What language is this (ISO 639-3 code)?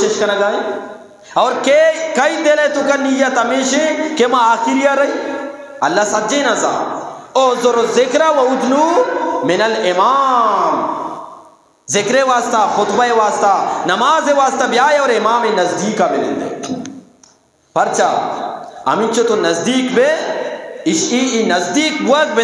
bgp